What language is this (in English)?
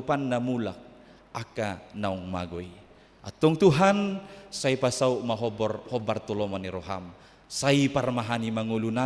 Batak Toba